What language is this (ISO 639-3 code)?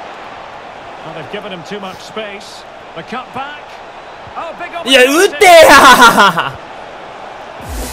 jpn